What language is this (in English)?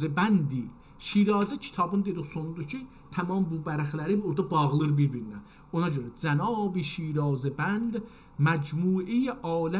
South Azerbaijani